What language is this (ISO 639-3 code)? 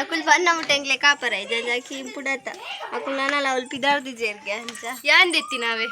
tcy